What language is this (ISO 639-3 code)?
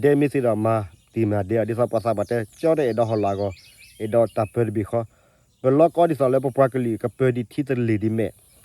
ksw